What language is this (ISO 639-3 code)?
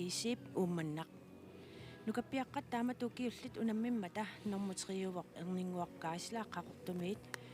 kal